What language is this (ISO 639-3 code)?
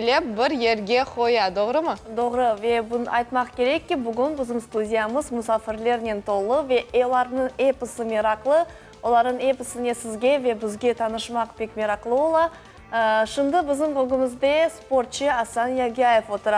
crh